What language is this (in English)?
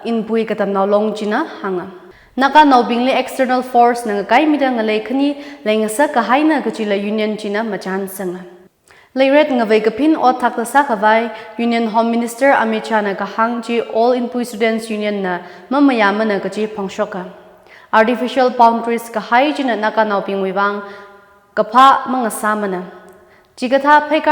Tangkhul Naga (India)